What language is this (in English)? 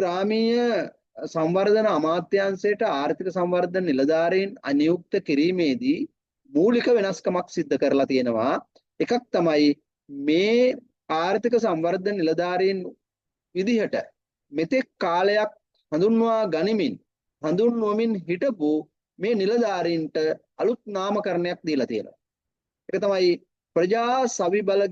Sinhala